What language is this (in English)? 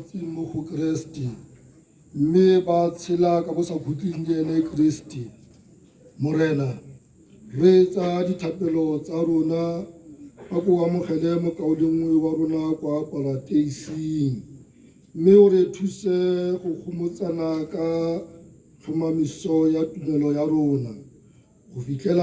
Tswana